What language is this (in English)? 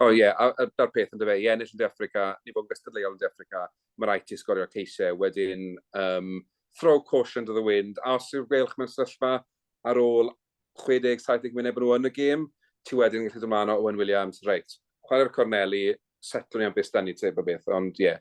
Welsh